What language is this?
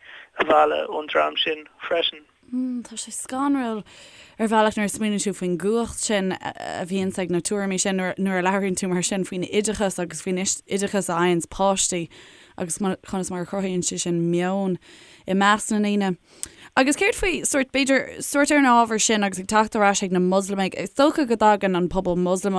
Irish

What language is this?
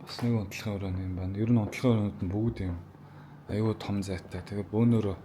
Mongolian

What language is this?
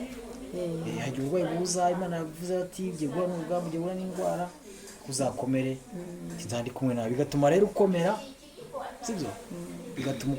Kinyarwanda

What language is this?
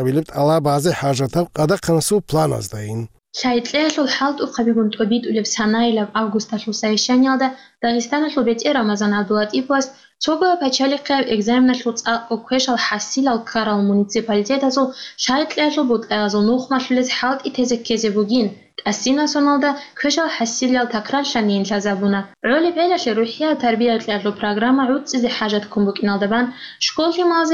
Avaric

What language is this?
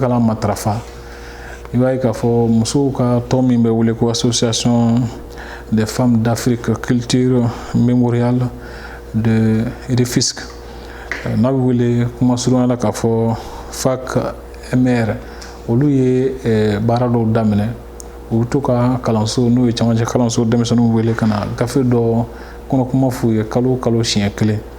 Bambara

